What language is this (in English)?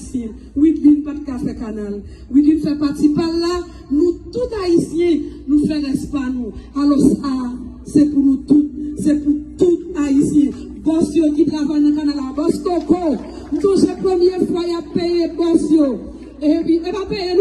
Haitian Creole